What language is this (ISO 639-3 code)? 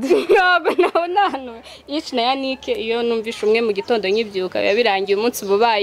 kin